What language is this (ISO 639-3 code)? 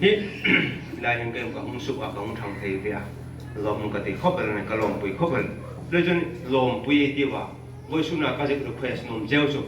hmr